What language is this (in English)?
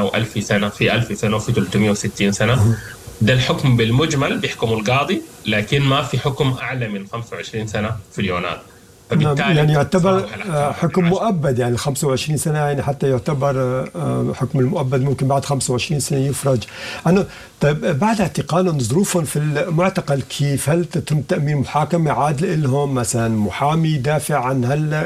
Sudanese Arabic